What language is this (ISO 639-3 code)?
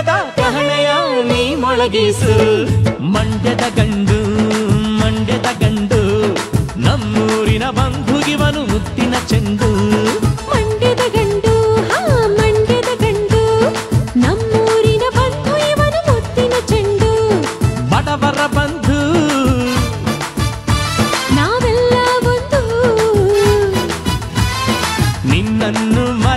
kan